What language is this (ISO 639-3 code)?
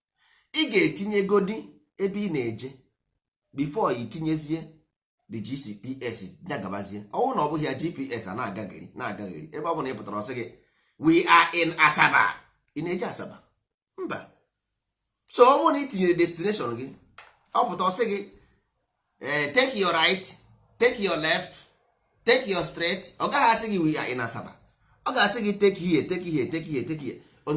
ibo